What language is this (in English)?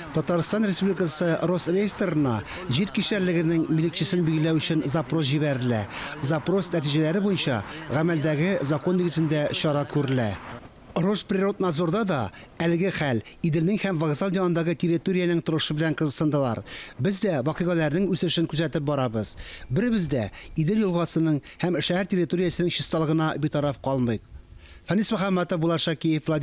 Tatar